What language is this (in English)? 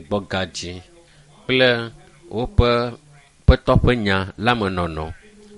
Ewe